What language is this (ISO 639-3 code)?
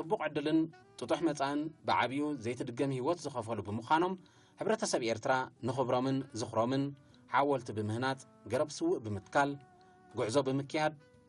tir